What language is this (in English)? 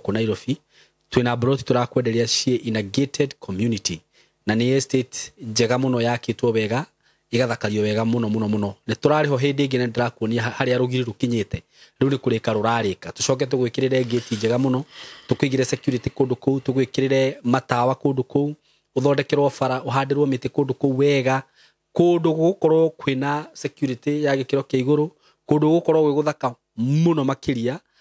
Kikuyu